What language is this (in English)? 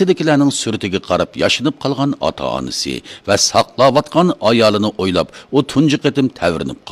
Uyghur